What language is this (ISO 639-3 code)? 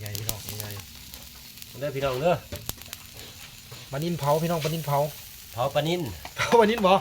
lao